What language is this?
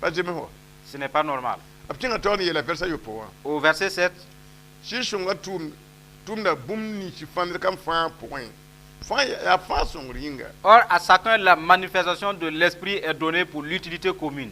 Mossi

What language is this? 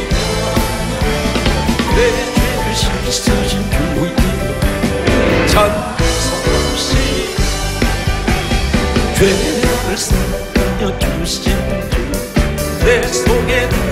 Korean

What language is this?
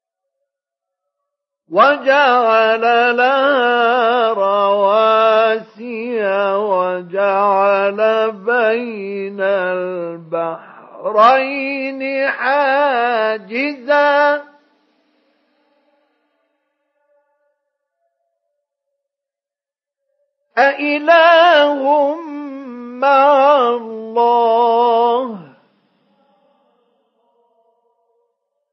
Arabic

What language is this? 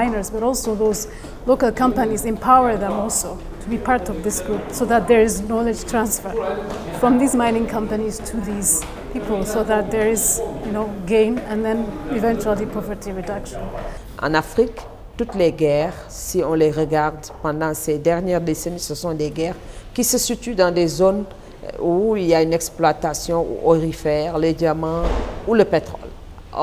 French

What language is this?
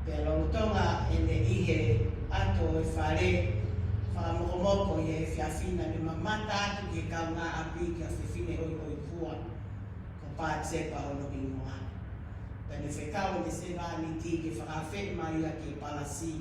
Tongan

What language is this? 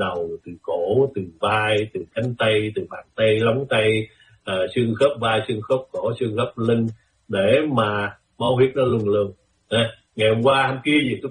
Vietnamese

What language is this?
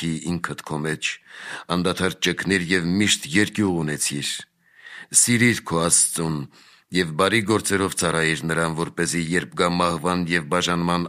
Armenian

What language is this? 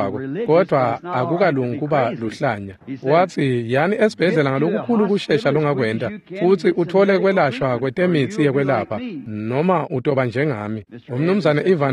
Swati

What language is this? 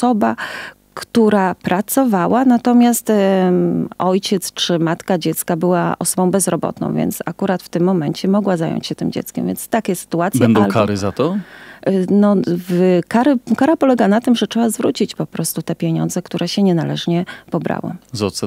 Polish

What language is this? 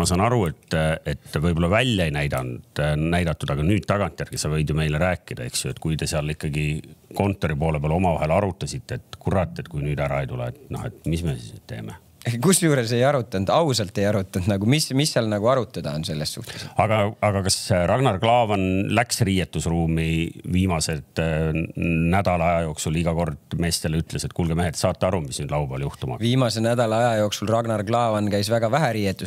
Estonian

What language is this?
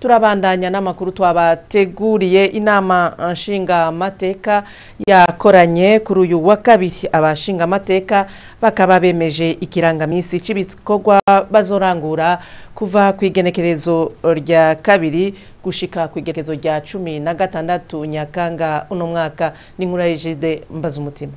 Rundi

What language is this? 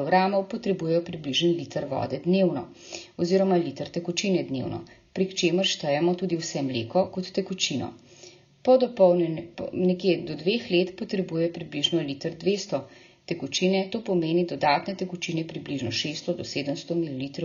Slovenian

